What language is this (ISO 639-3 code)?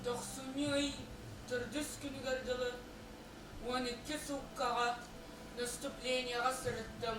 sah